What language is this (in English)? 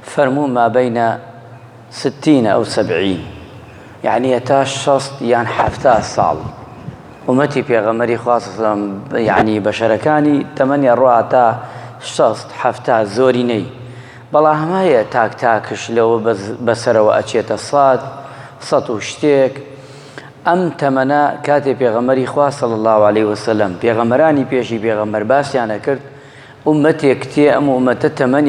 Central Kurdish